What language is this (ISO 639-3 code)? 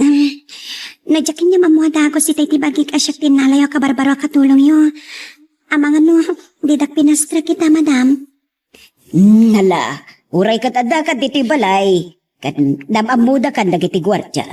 ilo